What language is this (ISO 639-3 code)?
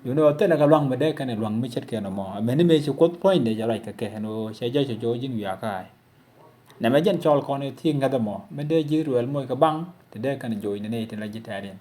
nus